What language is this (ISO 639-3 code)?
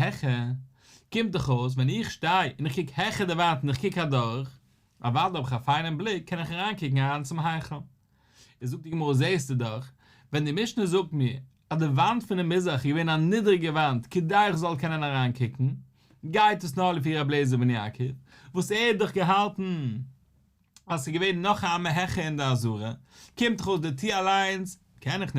yid